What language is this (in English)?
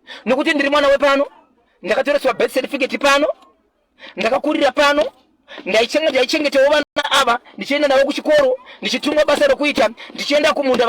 Shona